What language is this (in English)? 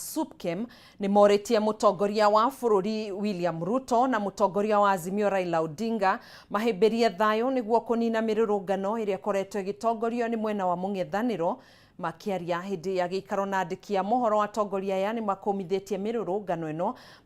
Kikuyu